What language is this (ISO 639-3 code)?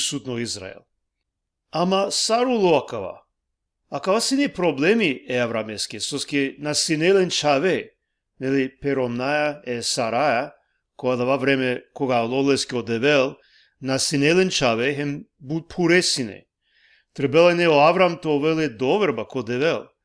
rmn